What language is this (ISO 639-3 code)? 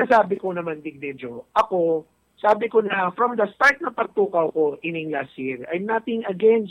bik